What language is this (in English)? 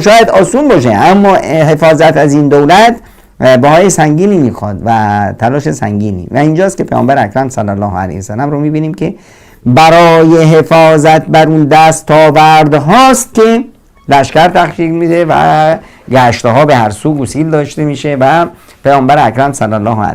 Persian